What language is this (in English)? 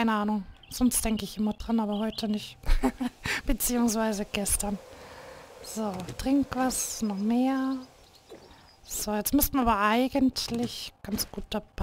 German